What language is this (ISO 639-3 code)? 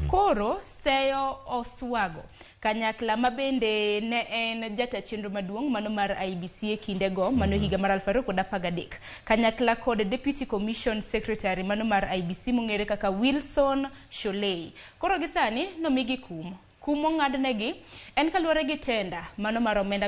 luo